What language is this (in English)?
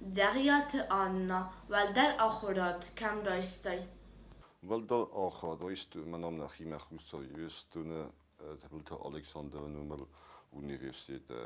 Ossetic